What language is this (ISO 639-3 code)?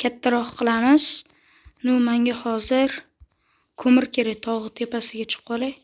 uzb